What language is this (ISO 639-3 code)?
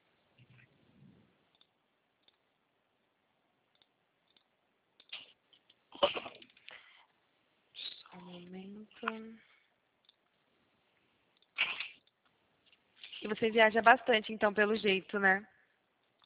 por